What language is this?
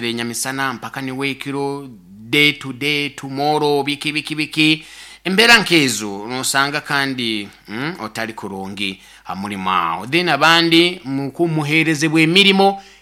Nyoro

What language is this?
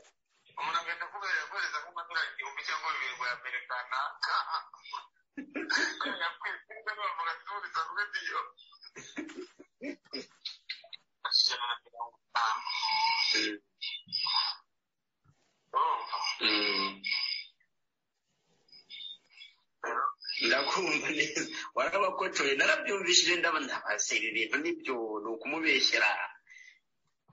Kinyarwanda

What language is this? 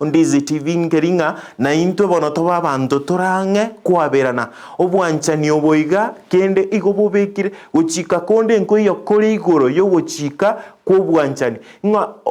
Gusii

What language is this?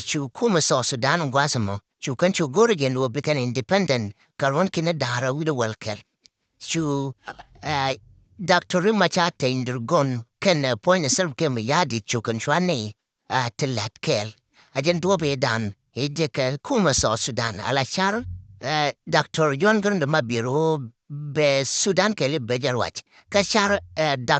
Nuer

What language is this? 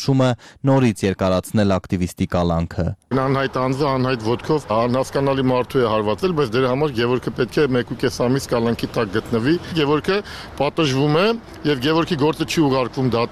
Armenian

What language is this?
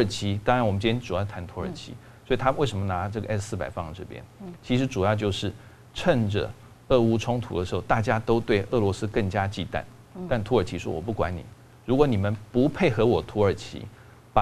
Chinese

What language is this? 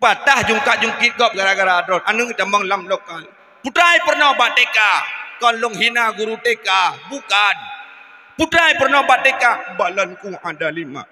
Achinese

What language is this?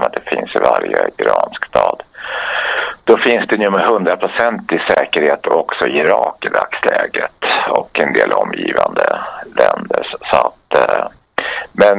Swedish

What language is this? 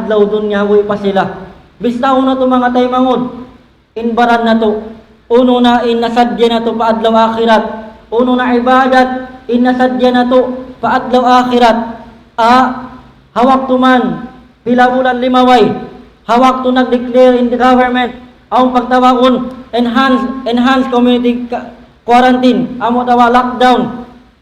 Tausug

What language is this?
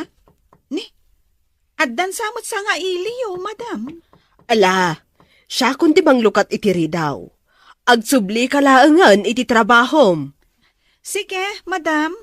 Iloko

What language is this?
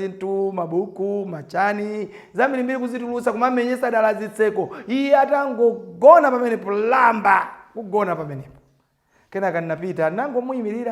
Nyanja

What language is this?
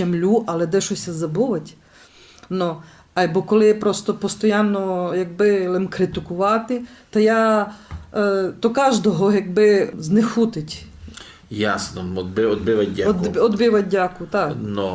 Rusyn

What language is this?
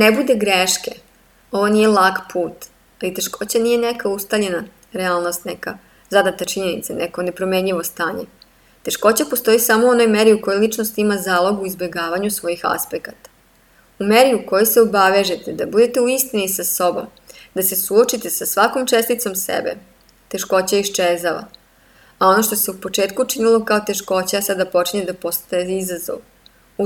Serbian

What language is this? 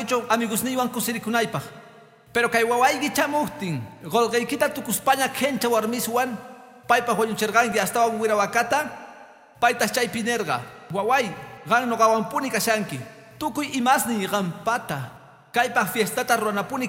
Quechua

